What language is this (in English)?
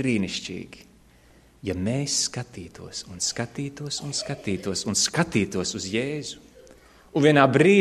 Latvian